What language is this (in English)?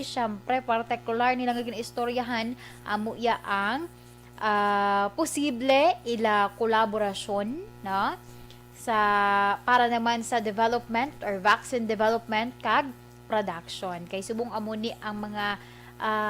Hiligaynon